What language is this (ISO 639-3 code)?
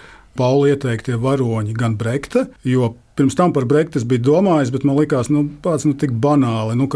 lav